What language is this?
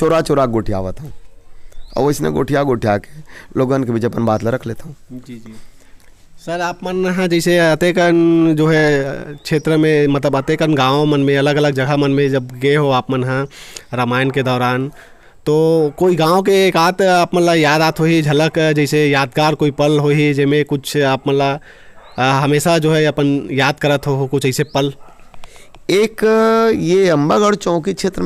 Chhattisgarhi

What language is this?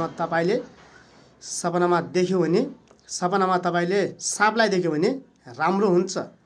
Nepali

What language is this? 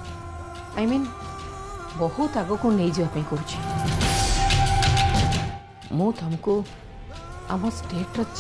Odia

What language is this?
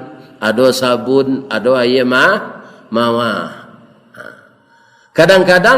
Minangkabau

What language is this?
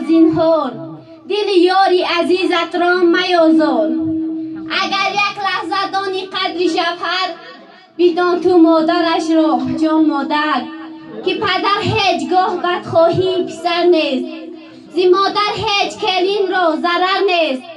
Tajik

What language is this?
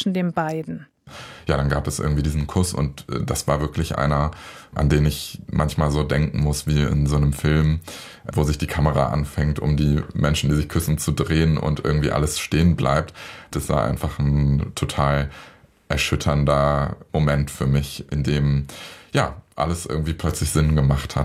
German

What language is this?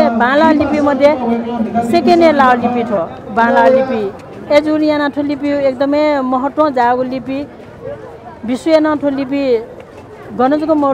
Newari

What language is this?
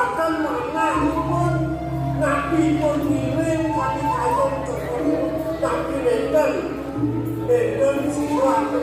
Balinese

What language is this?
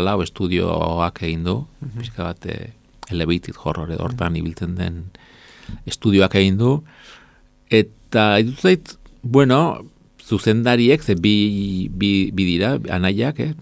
Basque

